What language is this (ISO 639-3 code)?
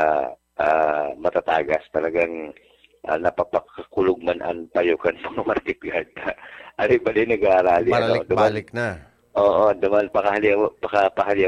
bik